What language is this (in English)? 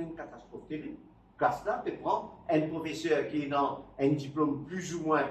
Morisyen